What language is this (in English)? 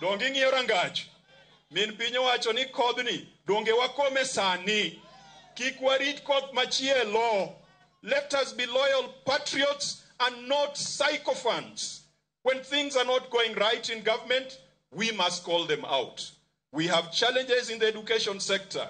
Luo (Kenya and Tanzania)